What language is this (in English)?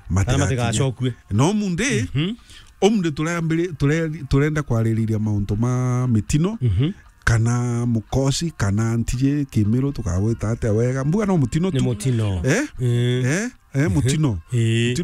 Meru